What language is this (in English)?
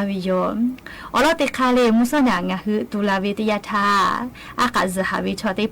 Lahu